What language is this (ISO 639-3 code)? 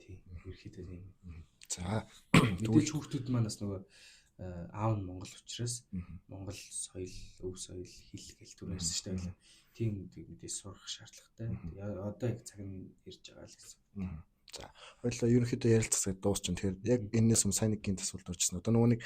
mon